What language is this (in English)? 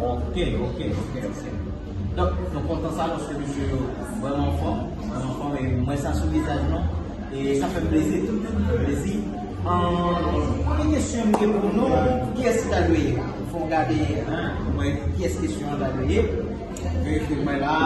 Haitian Creole